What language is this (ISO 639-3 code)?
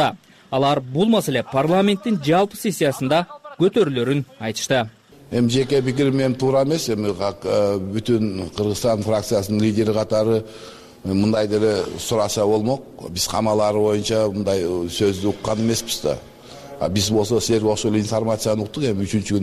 kir